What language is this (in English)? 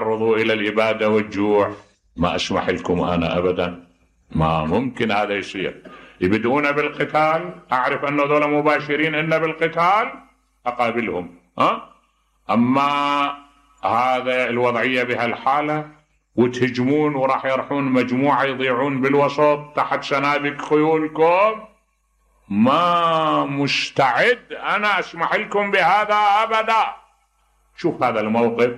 Mesopotamian Arabic